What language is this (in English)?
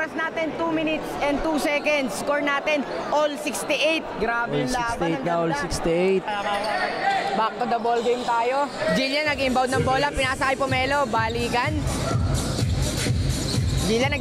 Filipino